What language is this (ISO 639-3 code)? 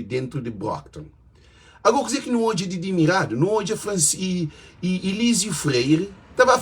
kea